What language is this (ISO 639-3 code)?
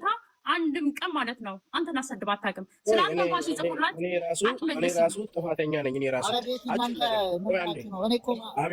amh